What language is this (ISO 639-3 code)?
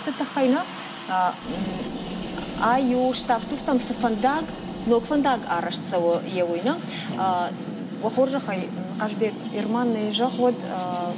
oss